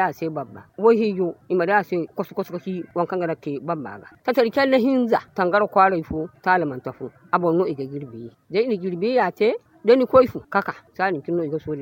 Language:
Zarma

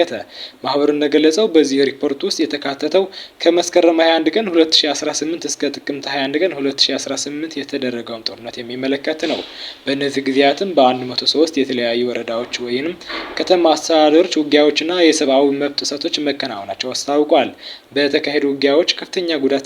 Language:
Amharic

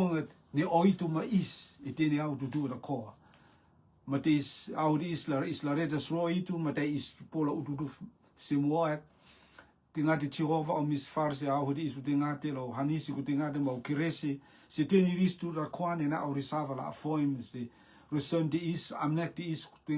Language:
Rotuman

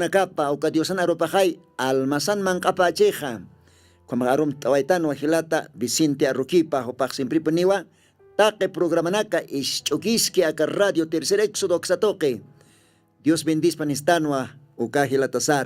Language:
Aymara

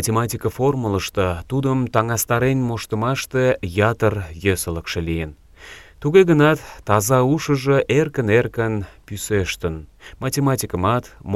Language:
Mari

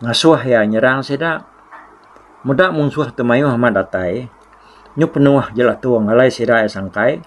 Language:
Iban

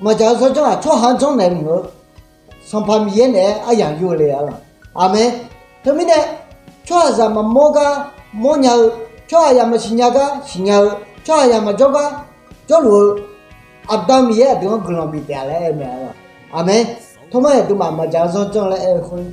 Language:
Akha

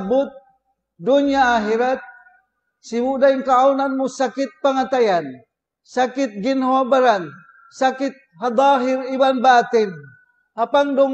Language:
Tausug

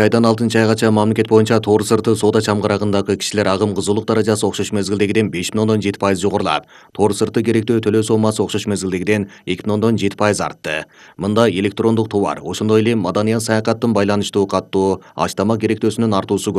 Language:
Kyrgyz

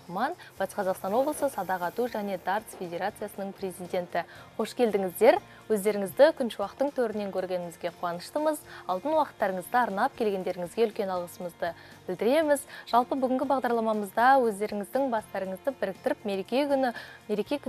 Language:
Kazakh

